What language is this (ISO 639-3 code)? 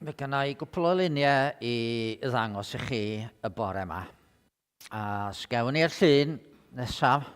cym